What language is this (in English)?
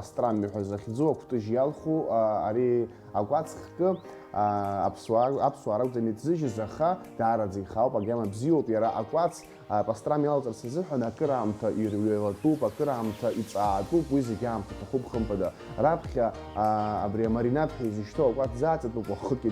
Abkhazian